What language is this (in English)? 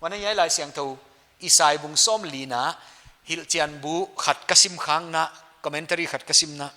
Paite Chin